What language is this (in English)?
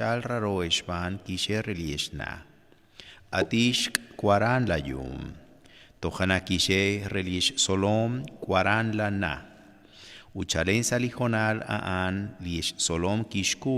Kekchí